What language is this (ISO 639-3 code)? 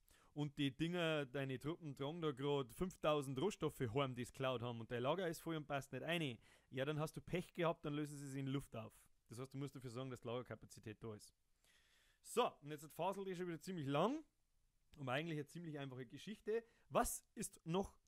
bar